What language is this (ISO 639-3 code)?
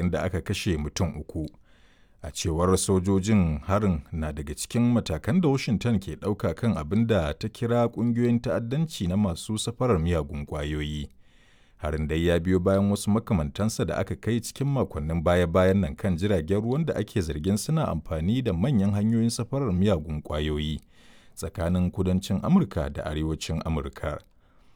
hau